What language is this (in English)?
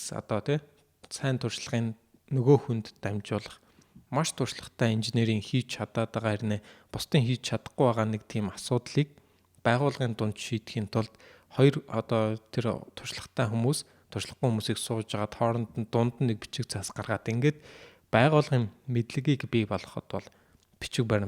Mongolian